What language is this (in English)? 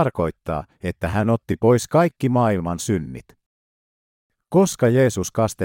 Finnish